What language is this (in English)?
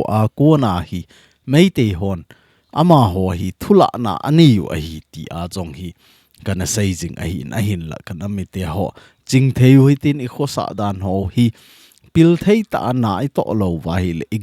Thado Chin